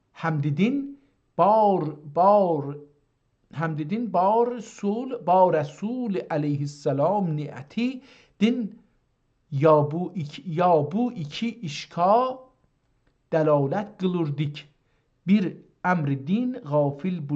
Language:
South Azerbaijani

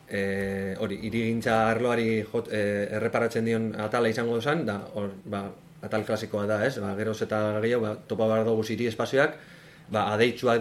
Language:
Basque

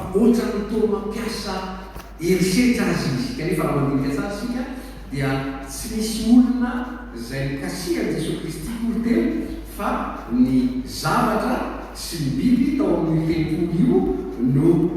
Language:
Malagasy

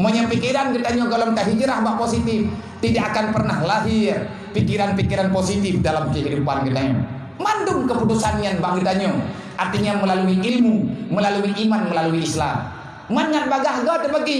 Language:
Achinese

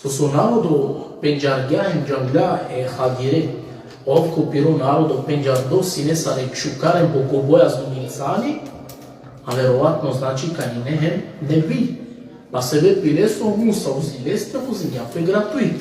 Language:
Balkan Romani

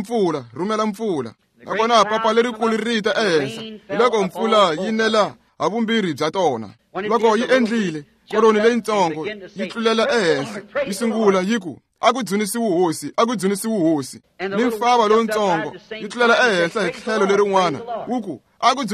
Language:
Tsonga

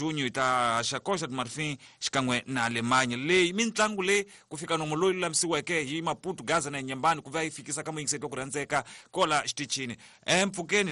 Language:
Tsonga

